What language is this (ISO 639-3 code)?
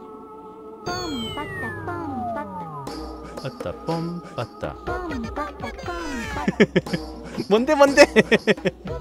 kor